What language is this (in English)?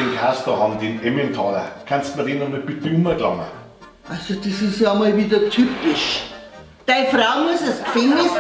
Bavarian